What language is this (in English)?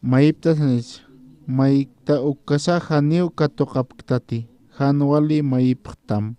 Aymara